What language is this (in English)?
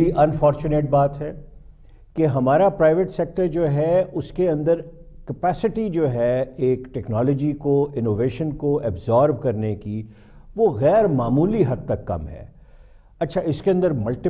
Urdu